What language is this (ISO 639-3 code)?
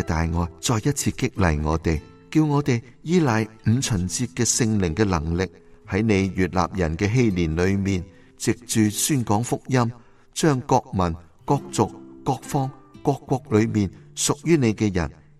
yue